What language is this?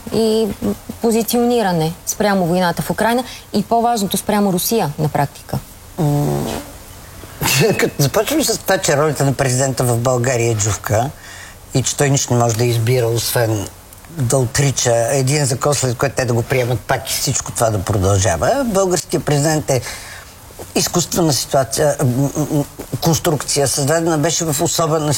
Bulgarian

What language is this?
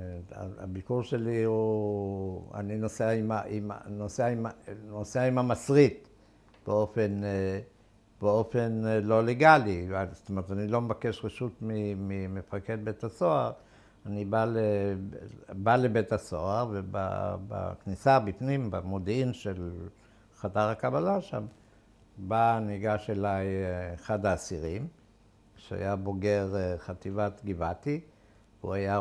Hebrew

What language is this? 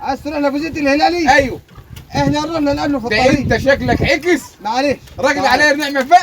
Egyptian Arabic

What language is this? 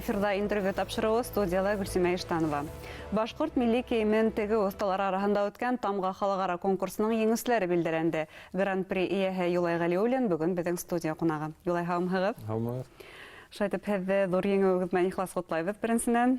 Bashkir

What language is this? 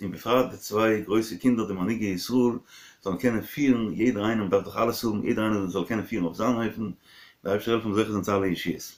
Yiddish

